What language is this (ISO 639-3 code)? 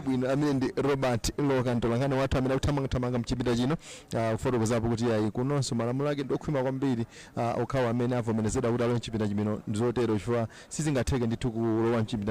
nya